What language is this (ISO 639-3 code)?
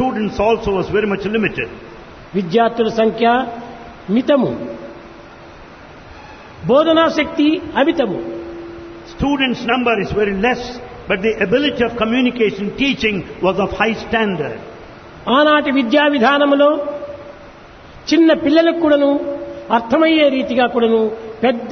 tel